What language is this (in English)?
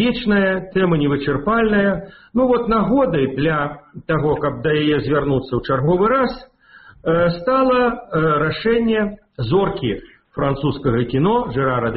Belarusian